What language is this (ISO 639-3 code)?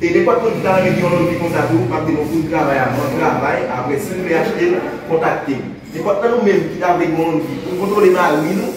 hat